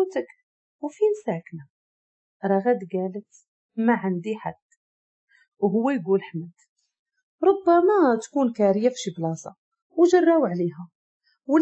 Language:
Moroccan Arabic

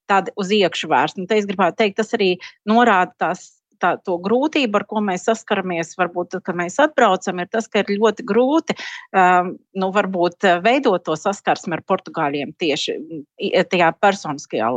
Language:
Latvian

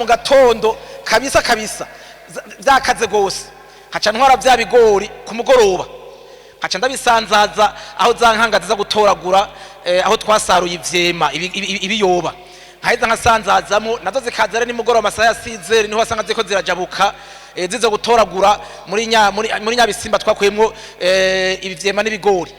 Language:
Rundi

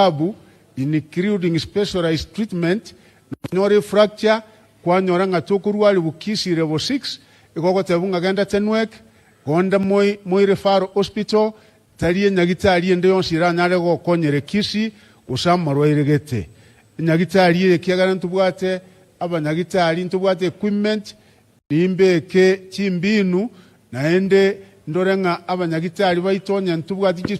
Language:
Gusii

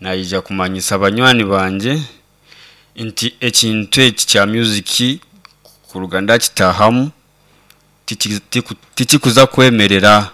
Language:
Nyankole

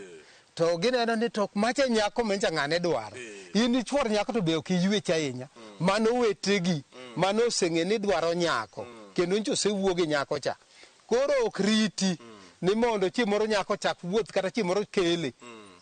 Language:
Luo (Kenya and Tanzania)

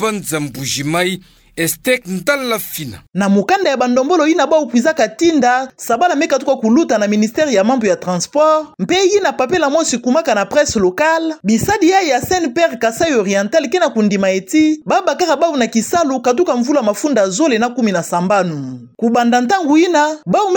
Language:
Kituba (Democratic Republic of Congo)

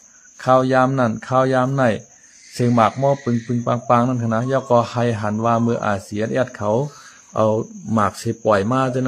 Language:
Shan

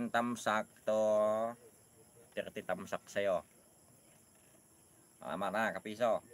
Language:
Filipino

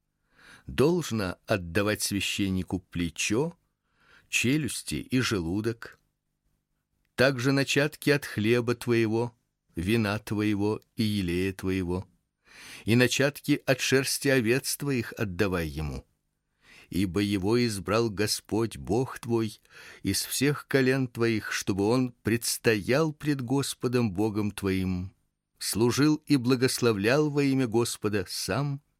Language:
Russian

